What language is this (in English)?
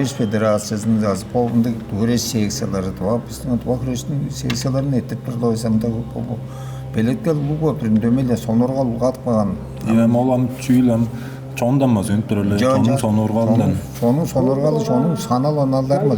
Tuvinian